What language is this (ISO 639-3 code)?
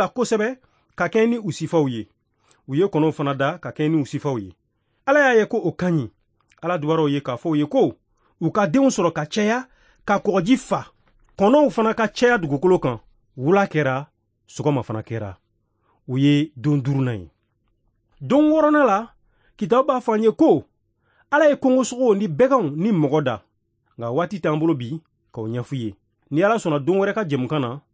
bam